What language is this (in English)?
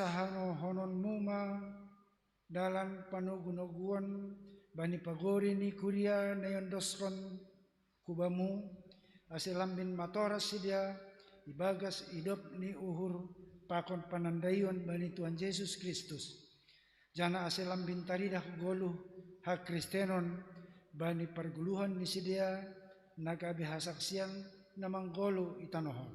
Batak Simalungun